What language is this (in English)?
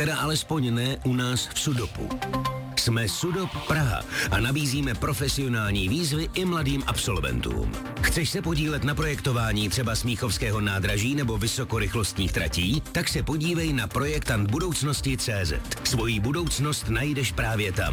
Czech